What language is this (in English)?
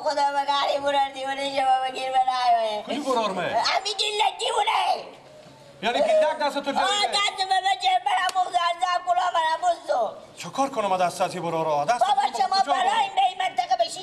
Persian